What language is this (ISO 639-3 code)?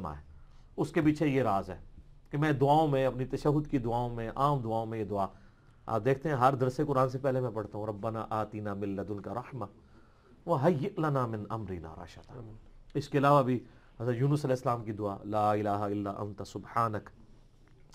urd